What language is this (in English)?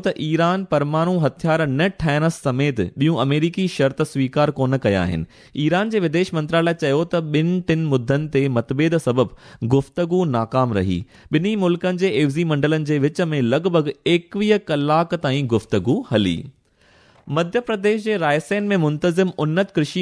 Sindhi